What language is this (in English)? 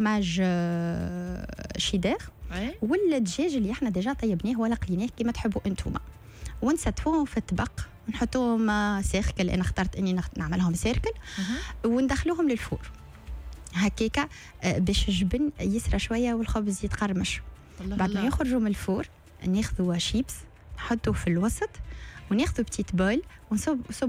Tunisian Arabic